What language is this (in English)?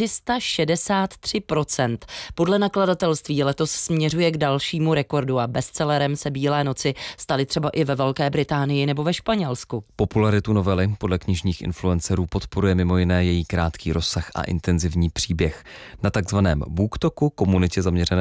Czech